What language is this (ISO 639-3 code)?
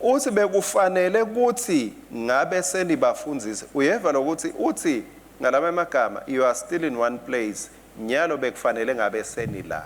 ssw